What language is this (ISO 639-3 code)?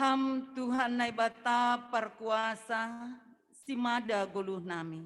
bts